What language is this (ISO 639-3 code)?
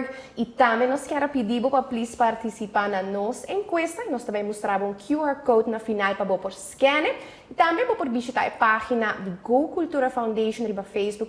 pap